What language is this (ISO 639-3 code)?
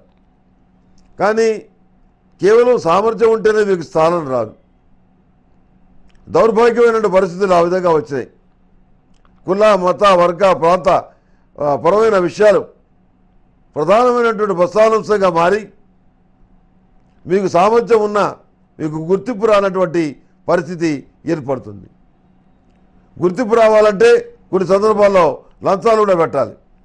tel